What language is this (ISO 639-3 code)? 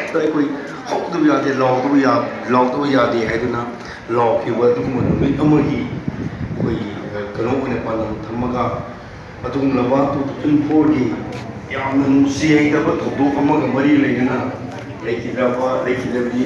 mni